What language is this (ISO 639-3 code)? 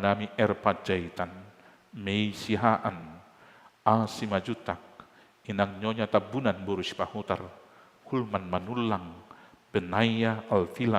bbc